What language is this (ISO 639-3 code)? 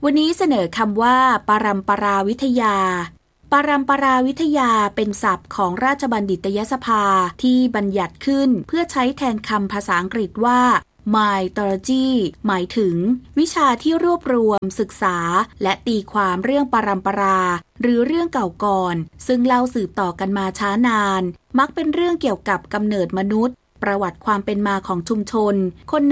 tha